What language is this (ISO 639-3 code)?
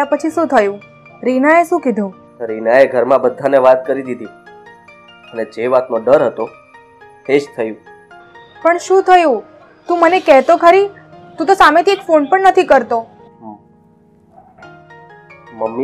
guj